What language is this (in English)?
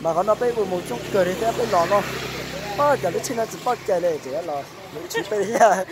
Hmong